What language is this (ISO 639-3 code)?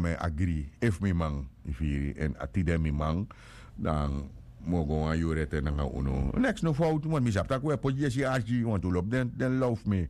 srn